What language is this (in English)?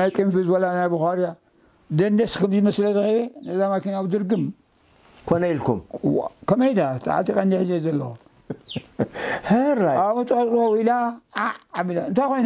Tigrinya